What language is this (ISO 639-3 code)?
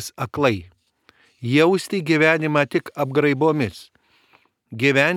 lit